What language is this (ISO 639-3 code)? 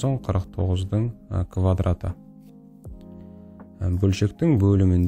kaz